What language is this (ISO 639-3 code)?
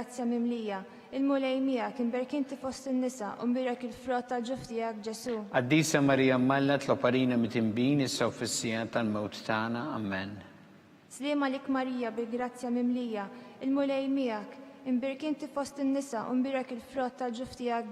mlt